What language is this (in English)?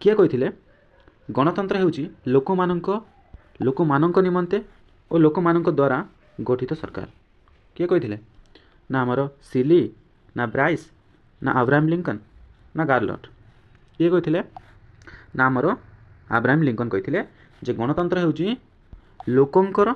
Odia